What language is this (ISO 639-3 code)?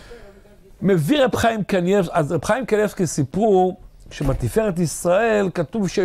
heb